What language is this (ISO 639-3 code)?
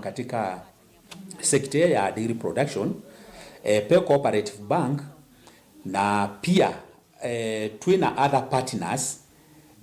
kam